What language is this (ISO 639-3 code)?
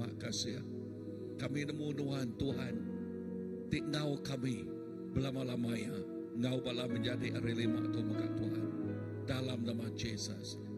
iba